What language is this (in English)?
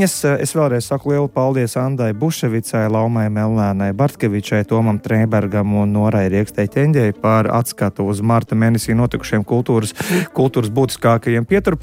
Latvian